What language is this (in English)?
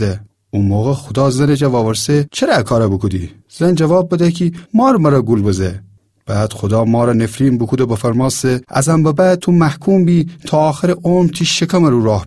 Gilaki